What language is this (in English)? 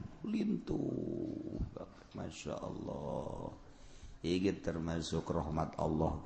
Sundanese